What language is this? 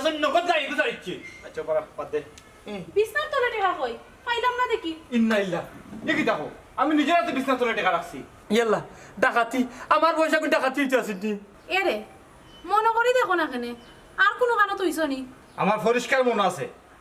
Sylheti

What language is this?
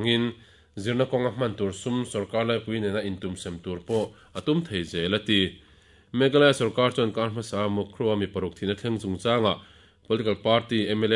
Mizo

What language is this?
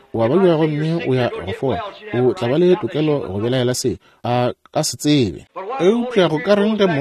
Northern Sotho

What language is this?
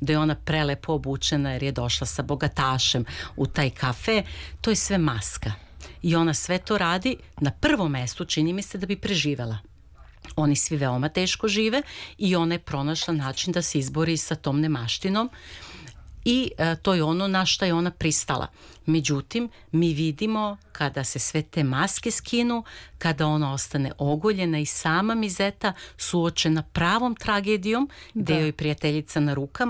Serbian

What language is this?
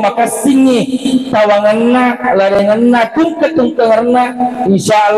Buginese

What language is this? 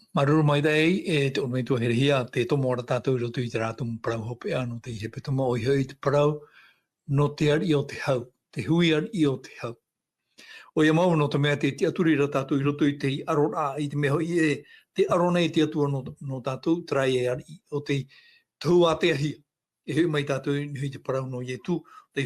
Tahitian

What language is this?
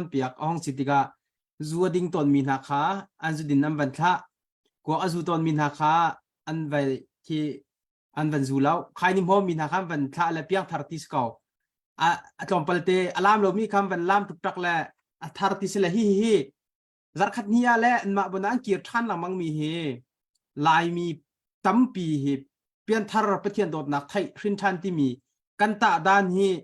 Hakha Chin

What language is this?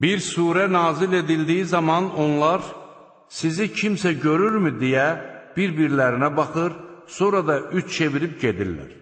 Azerbaijani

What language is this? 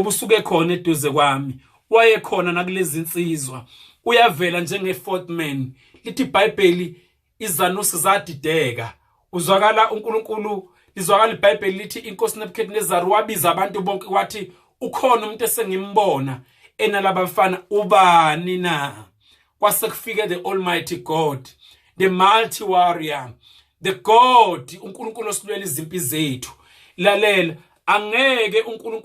Zulu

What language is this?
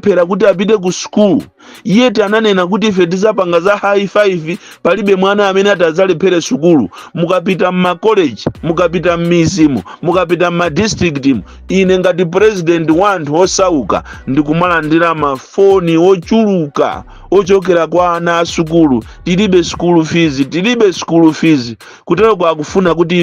Nyanja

